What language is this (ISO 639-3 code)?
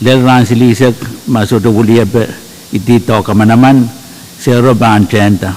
pon